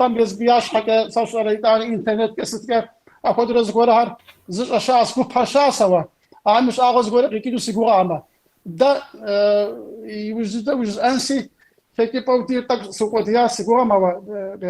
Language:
Kabardian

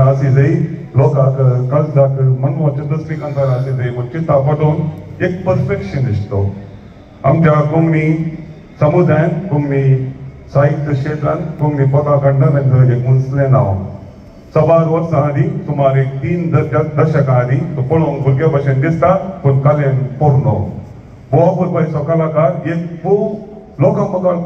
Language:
Konkani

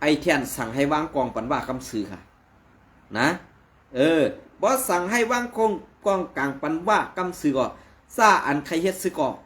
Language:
Shan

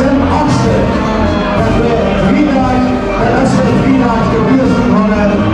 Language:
Limburgish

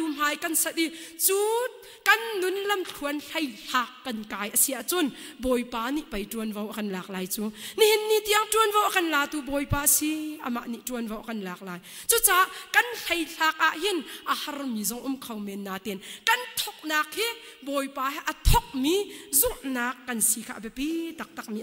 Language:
Hakha Chin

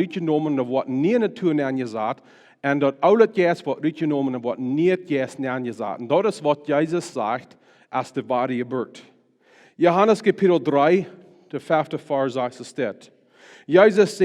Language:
Plautdietsch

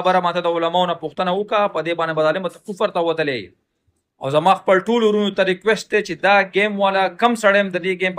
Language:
Pashto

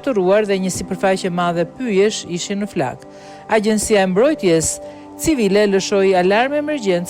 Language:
Albanian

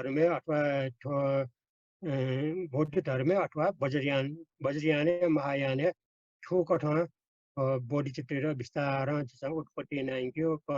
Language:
Newari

